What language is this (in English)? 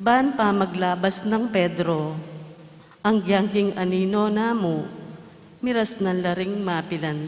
Pampanga